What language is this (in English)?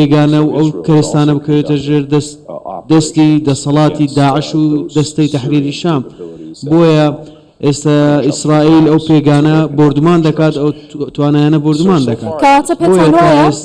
Central Kurdish